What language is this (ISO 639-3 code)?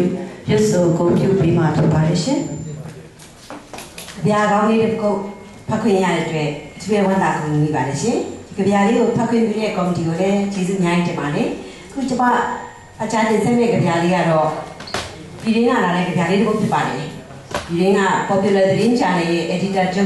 mya